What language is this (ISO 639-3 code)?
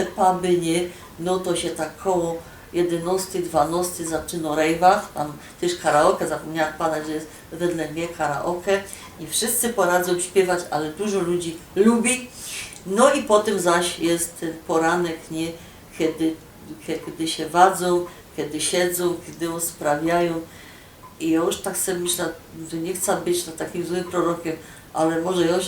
szl